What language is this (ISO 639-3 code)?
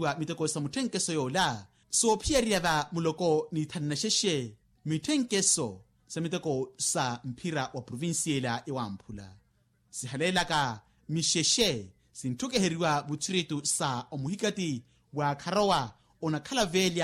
vmw